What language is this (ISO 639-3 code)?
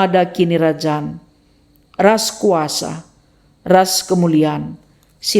btx